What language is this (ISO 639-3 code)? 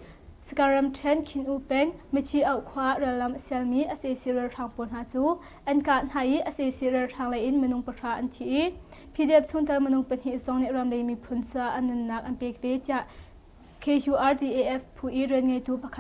cnh